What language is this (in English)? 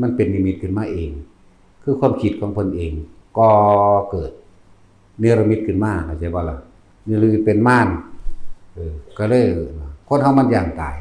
Northeastern Thai